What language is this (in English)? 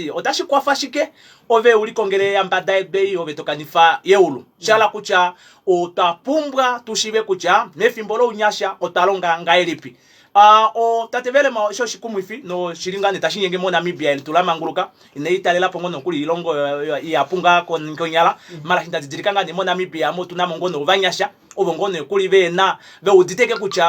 Kuanyama